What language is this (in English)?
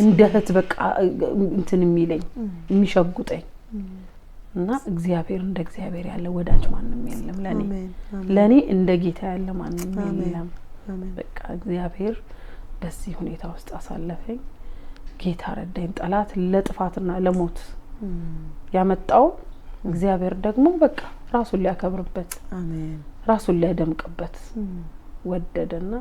Amharic